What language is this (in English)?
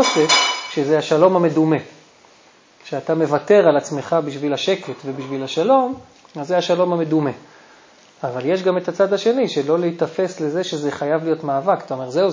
Hebrew